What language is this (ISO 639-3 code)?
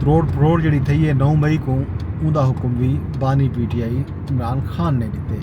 skr